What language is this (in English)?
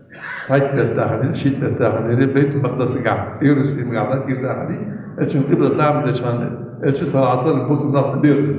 Ingush